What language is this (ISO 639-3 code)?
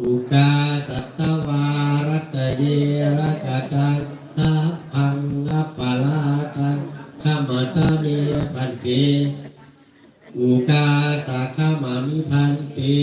pli